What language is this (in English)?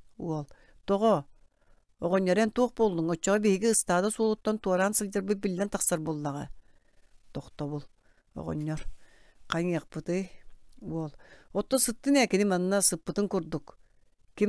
Yakut